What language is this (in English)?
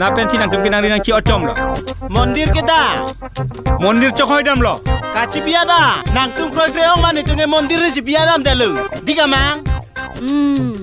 Karbi